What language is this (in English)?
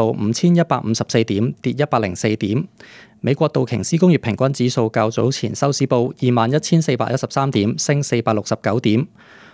Cantonese